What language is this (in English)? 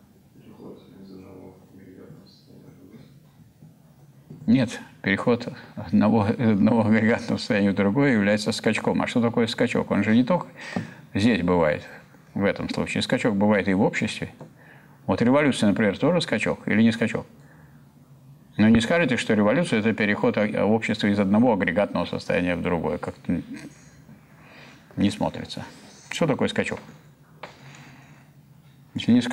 Russian